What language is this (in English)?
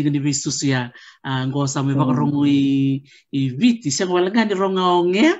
Fijian